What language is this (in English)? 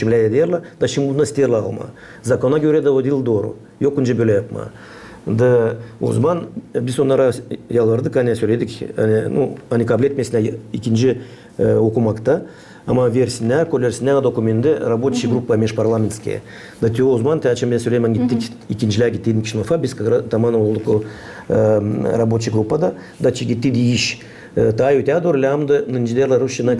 Gagauz